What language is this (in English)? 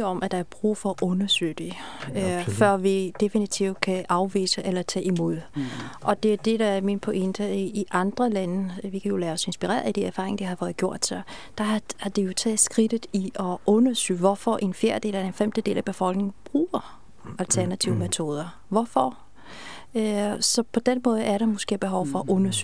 Danish